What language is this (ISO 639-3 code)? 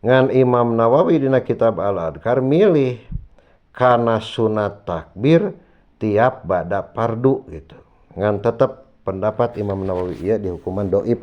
sun